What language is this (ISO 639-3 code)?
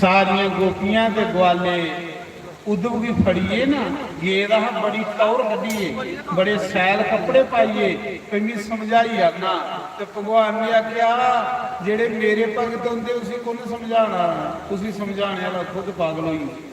doi